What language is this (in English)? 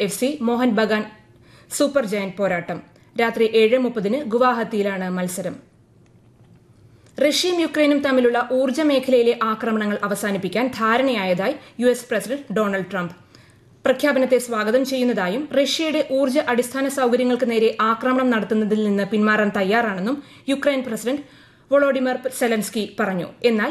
Malayalam